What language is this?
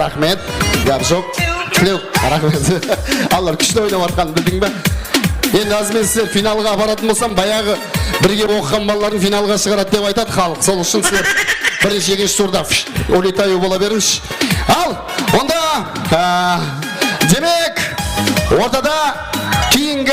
Kara-Kalpak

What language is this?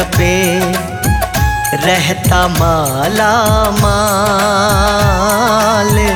Hindi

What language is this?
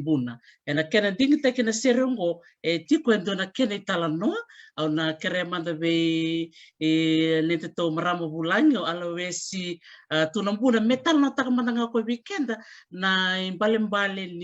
Fijian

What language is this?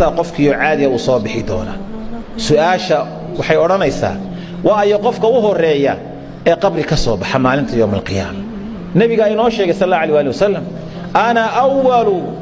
Somali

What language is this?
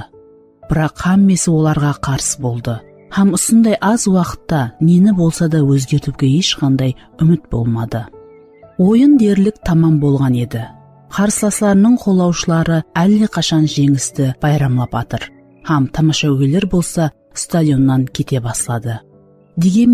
Kara-Kalpak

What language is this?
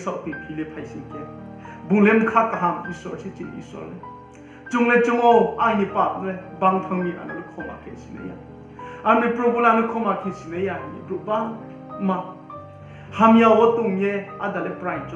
Riang (India)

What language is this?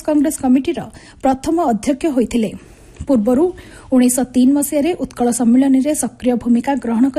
Odia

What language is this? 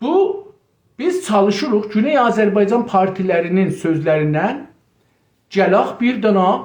South Azerbaijani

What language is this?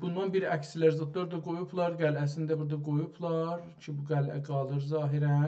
South Azerbaijani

